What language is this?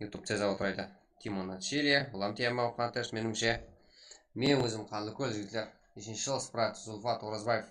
Kara-Kalpak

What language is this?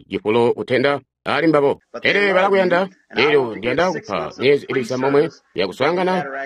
Tonga (Zambia)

